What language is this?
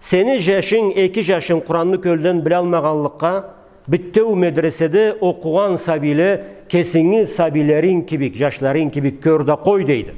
Karachay-Balkar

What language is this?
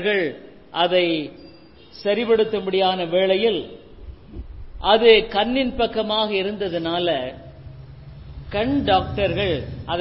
Tamil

